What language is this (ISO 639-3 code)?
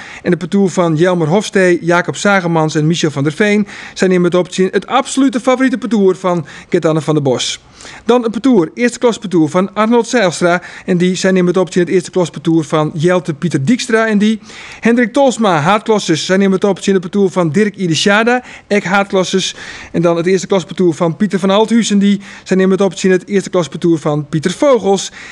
fry